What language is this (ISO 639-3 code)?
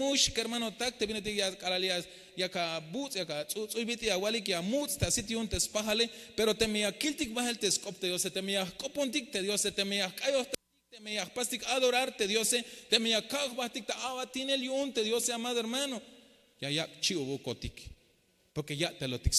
tzh